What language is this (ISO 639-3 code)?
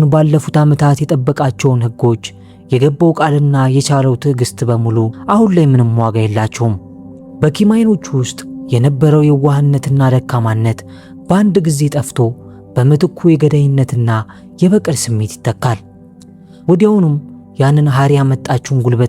amh